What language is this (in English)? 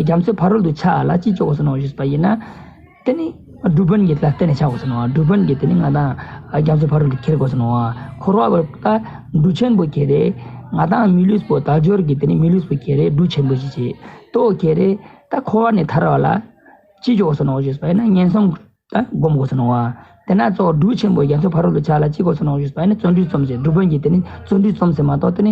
Ladakhi